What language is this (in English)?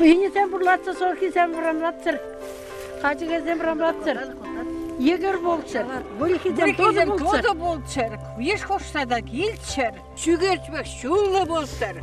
Chuvash